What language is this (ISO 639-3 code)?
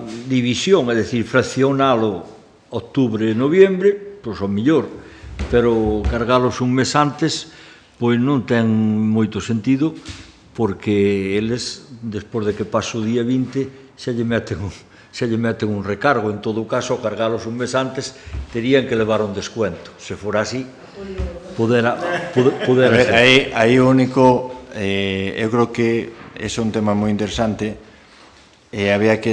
glg